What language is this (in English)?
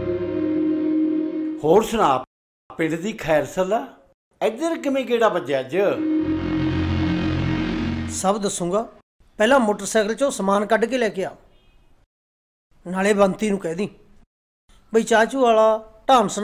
Punjabi